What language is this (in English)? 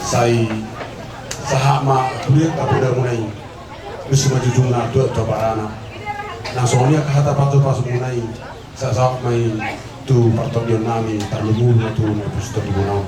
Batak Toba